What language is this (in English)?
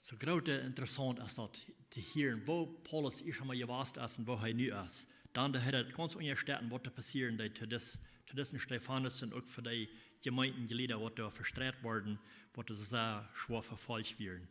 Plautdietsch